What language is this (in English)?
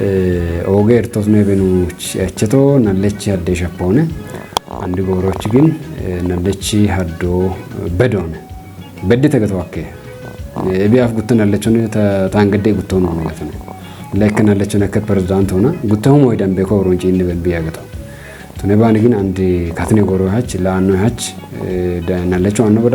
Kafa